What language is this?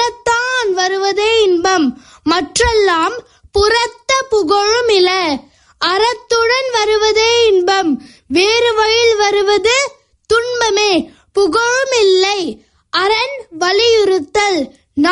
Tamil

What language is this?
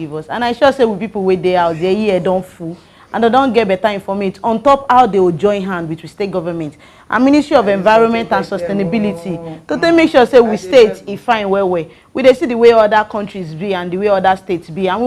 Nigerian Pidgin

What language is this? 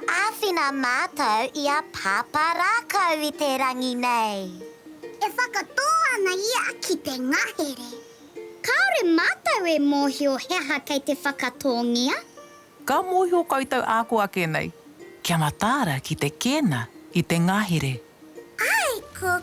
Māori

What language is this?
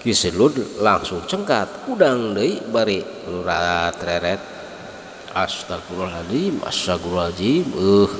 Sundanese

